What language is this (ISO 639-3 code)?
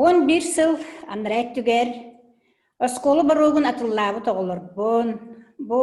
sah